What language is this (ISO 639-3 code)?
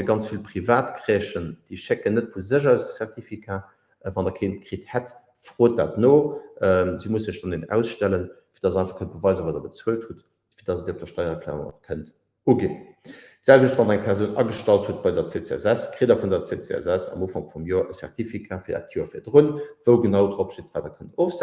ltz